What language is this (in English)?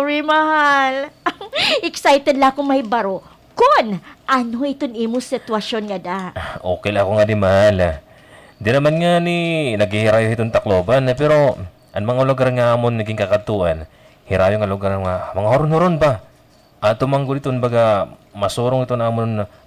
Waray